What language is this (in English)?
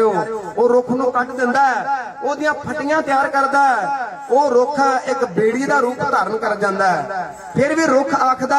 Punjabi